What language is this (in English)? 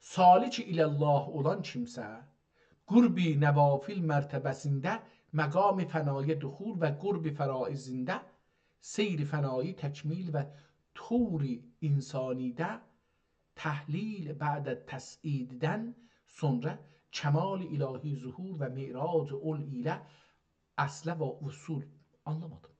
South Azerbaijani